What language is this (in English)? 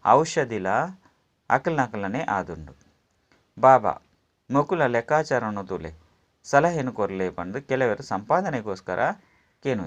Tulu